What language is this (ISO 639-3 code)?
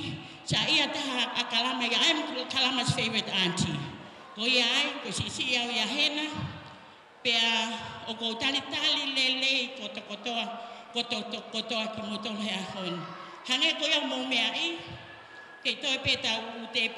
ton